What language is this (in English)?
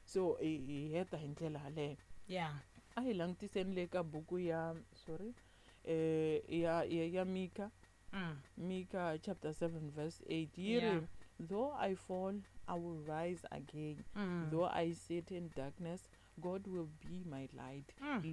Tsonga